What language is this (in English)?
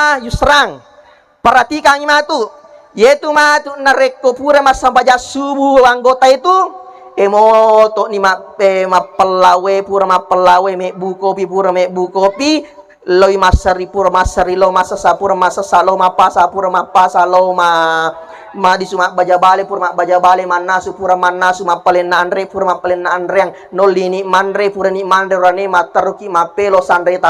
Buginese